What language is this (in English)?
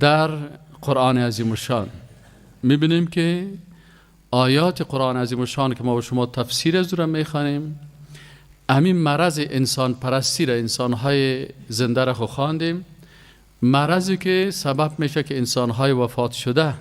Persian